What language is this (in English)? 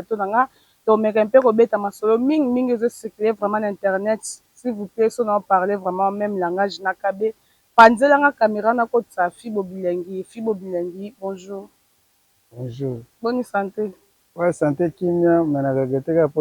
Lingala